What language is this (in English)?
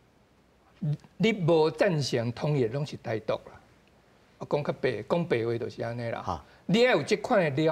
Min Nan Chinese